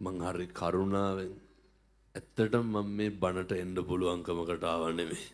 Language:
Sinhala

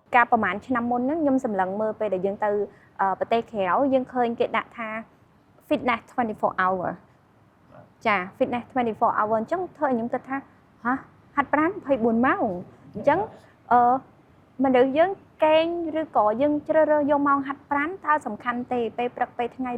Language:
Khmer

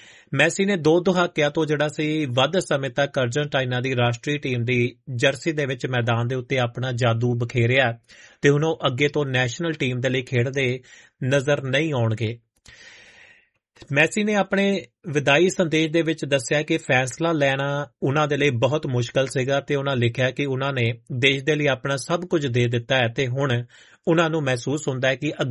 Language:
Punjabi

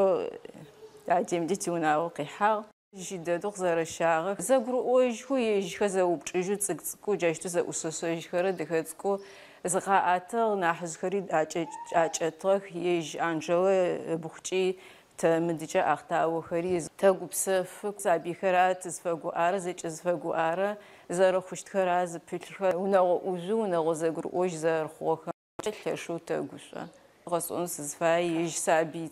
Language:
Adyghe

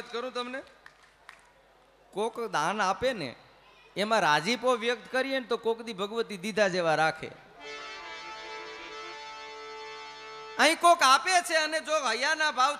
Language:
Gujarati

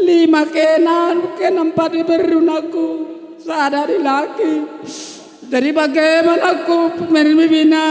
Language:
Batak Karo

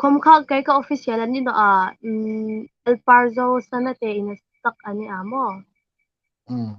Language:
Hmar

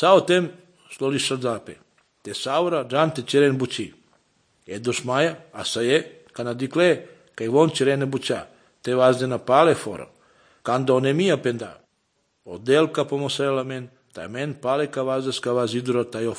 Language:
Serbian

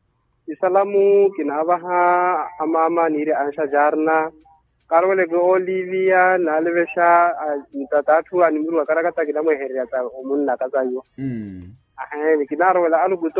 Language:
Makhuwa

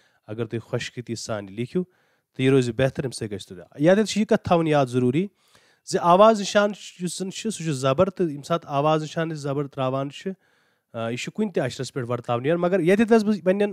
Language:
Kashmiri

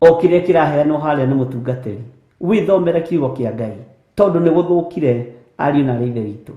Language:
Kikuyu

